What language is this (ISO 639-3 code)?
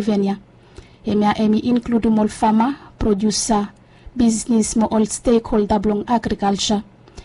bis